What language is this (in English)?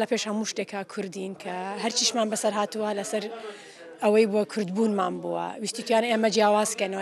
Kurdish